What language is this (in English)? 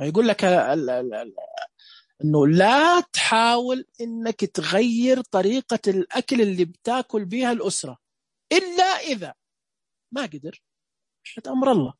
Najdi Arabic